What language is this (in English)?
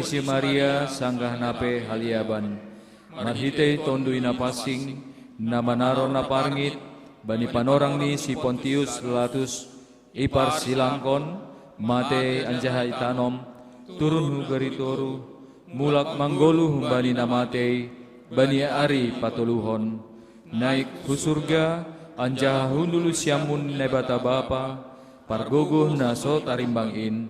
Batak Simalungun